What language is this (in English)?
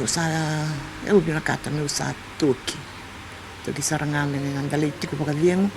Fijian